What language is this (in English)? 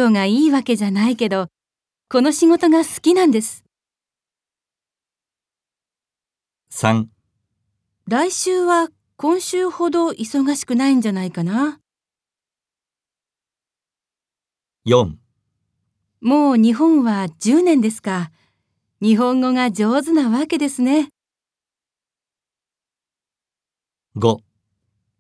Japanese